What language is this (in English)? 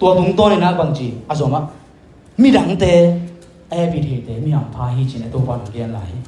Tedim Chin